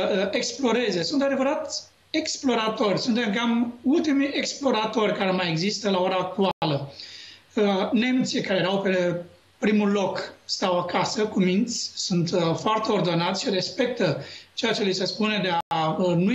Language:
Romanian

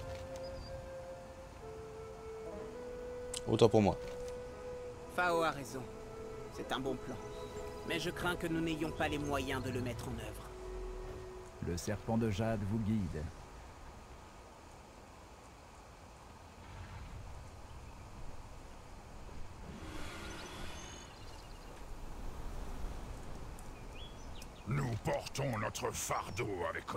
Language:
French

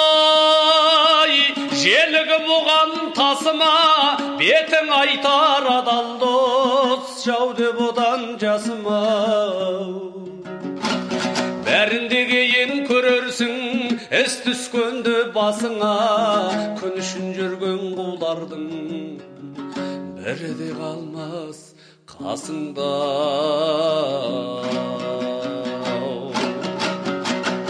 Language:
Kazakh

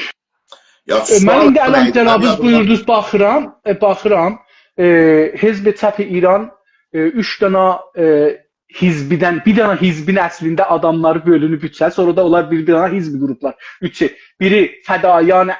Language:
South Azerbaijani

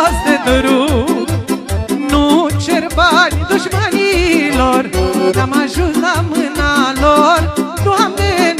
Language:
Romanian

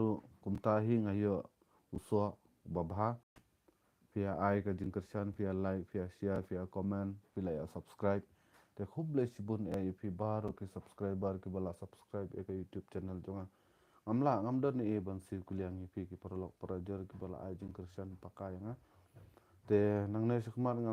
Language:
Khasi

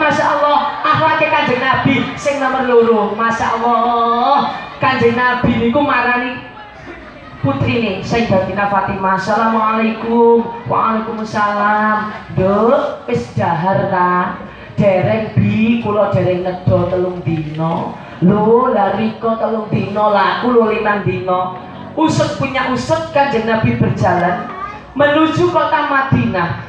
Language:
Javanese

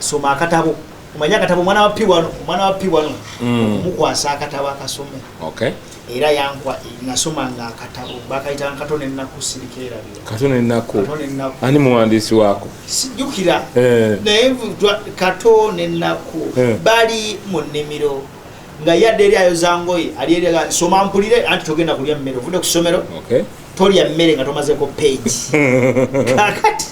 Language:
Ganda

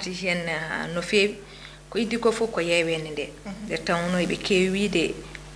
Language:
Fula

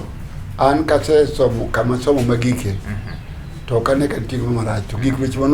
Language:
Luo (Kenya and Tanzania)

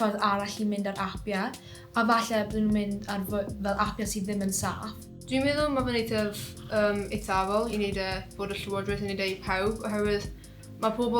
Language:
Welsh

